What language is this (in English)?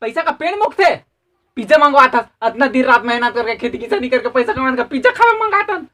Chhattisgarhi